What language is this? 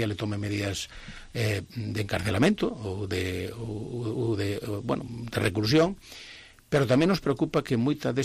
Galician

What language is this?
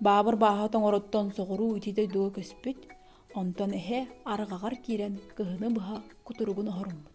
Yakut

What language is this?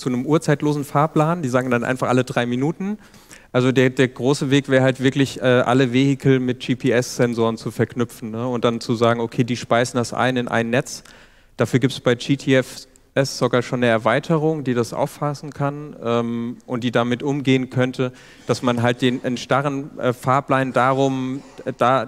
German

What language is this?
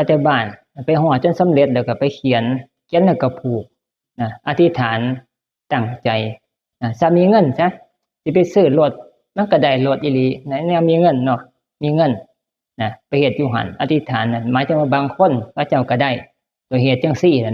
Northeastern Thai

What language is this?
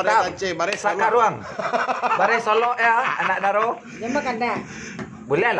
Minangkabau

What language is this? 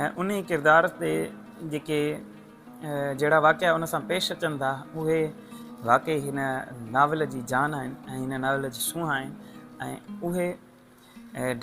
Sindhi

